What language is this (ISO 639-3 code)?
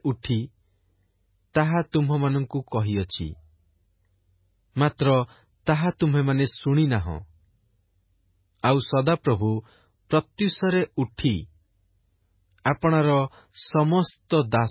ori